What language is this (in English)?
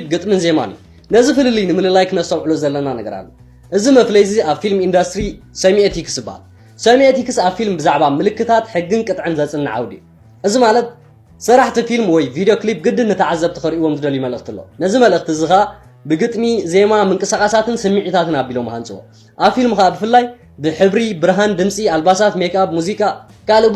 Tigrinya